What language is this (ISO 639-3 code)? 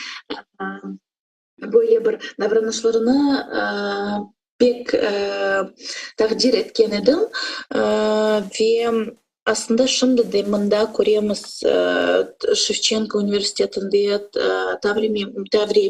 crh